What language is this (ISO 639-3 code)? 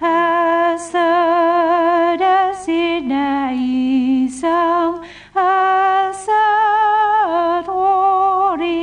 kab